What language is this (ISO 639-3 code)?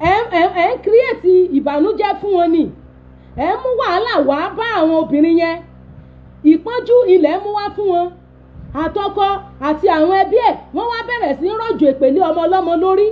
yor